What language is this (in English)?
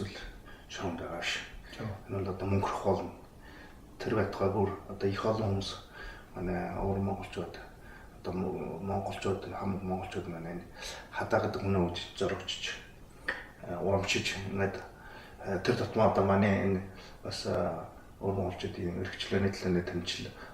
Mongolian